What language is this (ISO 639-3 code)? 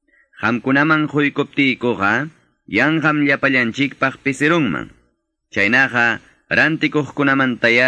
que